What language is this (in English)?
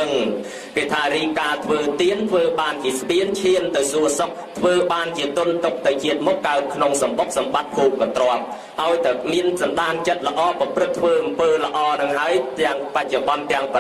Khmer